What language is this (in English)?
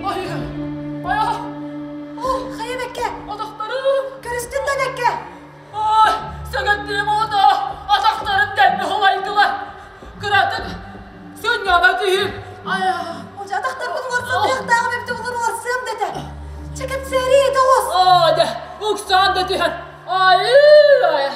Yakut